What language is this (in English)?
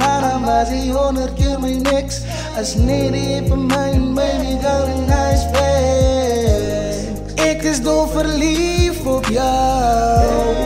Afrikaans